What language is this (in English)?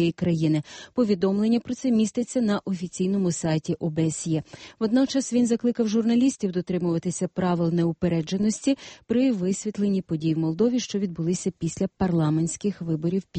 Ukrainian